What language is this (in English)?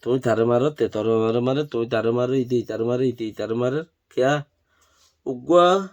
Rohingya